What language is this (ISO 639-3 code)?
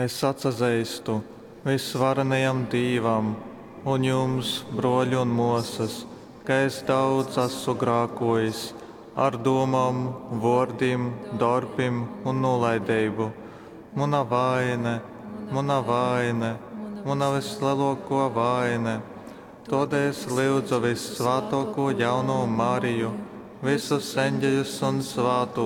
ltg